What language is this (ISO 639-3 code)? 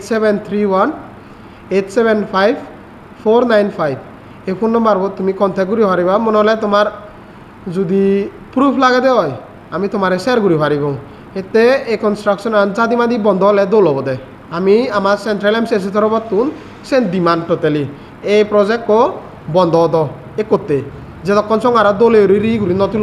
ccp